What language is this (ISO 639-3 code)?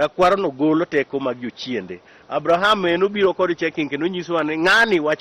luo